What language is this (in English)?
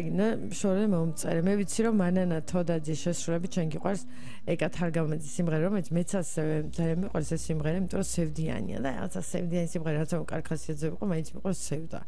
Georgian